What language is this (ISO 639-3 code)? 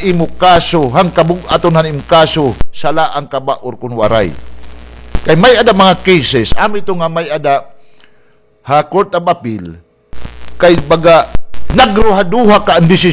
war